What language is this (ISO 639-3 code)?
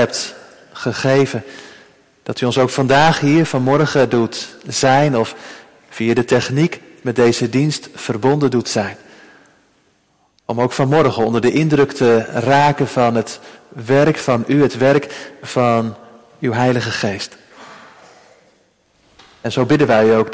nld